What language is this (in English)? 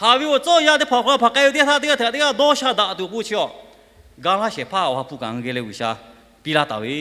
Lahu